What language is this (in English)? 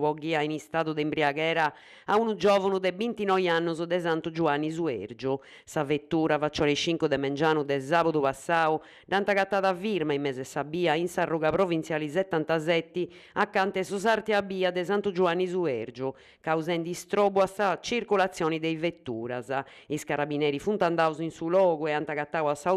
Sardinian